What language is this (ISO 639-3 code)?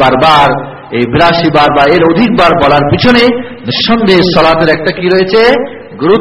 ben